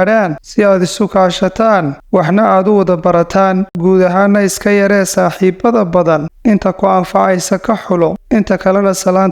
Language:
Somali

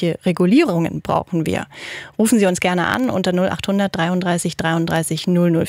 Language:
German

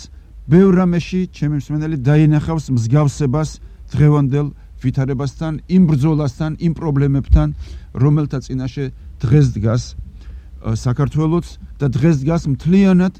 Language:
Georgian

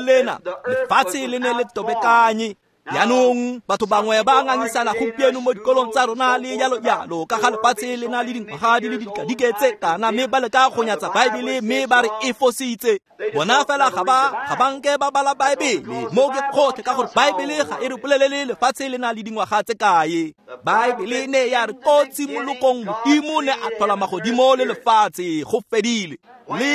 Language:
Tswana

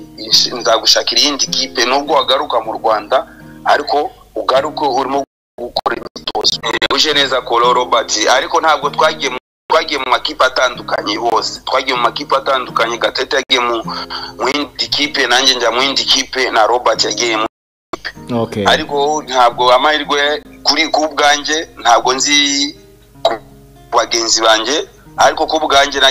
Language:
Kinyarwanda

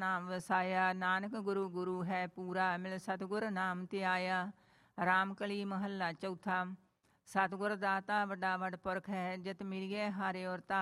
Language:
Punjabi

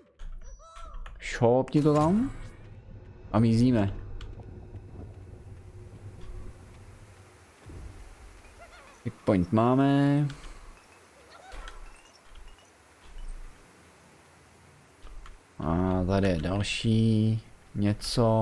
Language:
Czech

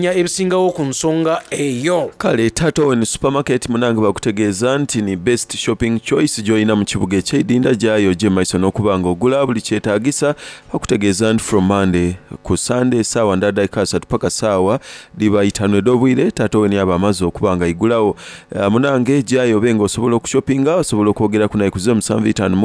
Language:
Soga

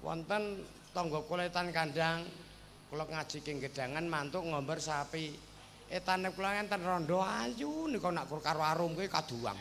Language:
Javanese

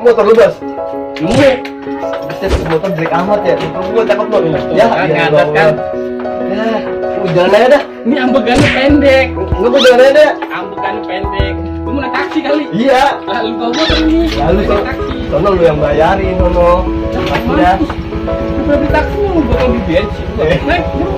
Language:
Betawi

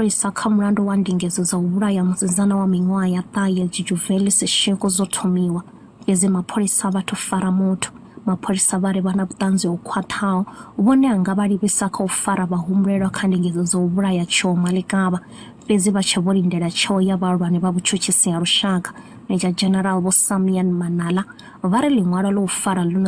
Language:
Venda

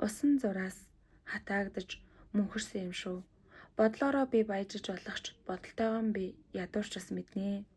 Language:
Mongolian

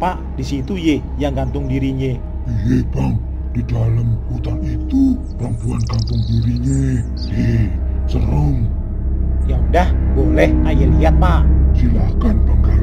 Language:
Betawi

